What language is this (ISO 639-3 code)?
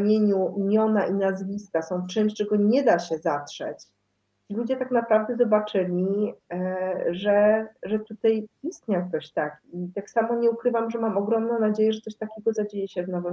pol